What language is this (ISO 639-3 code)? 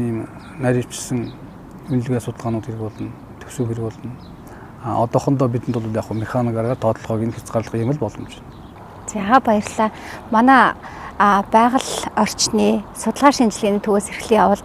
mon